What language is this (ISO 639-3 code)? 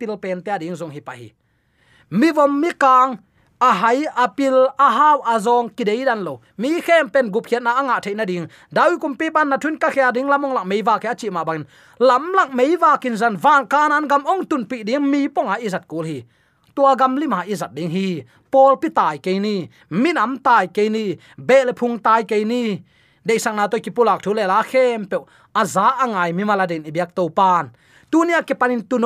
ctd